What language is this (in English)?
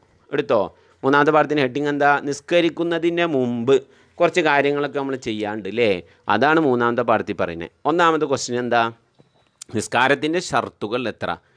Malayalam